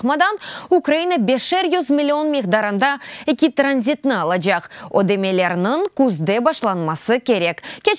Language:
Crimean Tatar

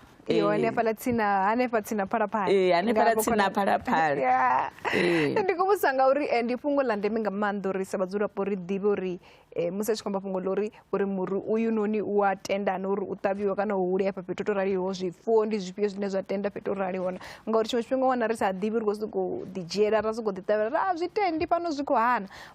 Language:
Venda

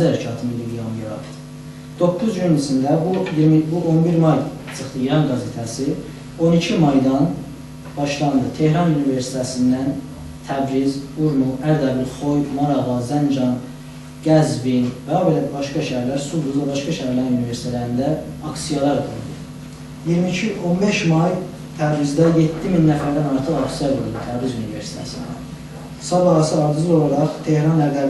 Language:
South Azerbaijani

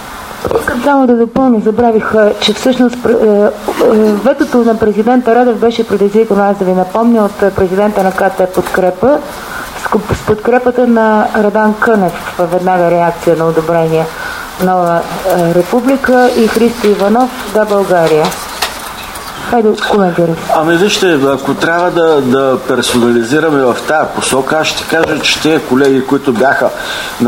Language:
Bulgarian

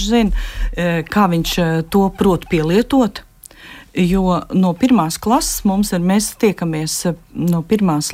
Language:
Latvian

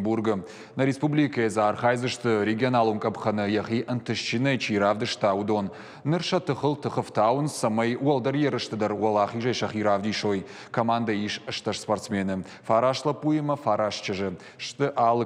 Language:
Ossetic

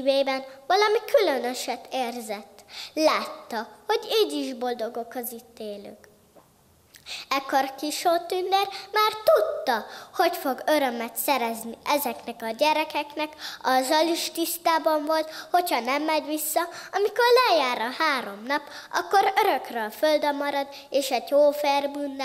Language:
Hungarian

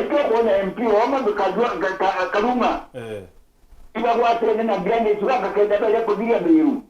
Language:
Meru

